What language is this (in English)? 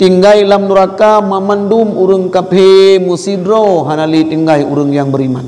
Achinese